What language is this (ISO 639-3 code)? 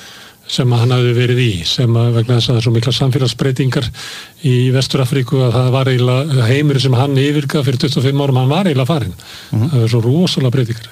isl